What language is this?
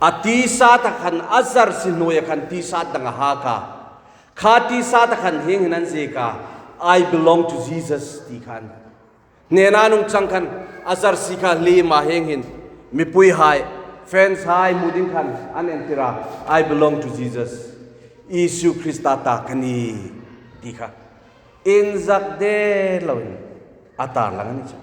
Hmar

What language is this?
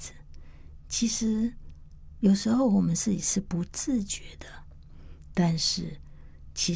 Chinese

